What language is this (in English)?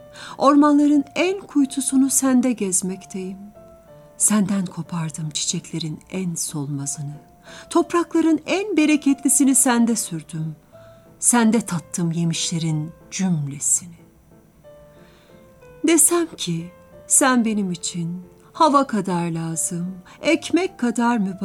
Turkish